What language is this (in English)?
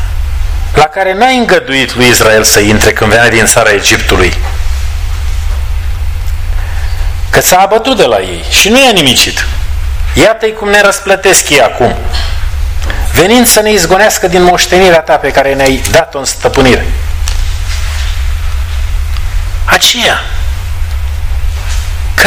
Romanian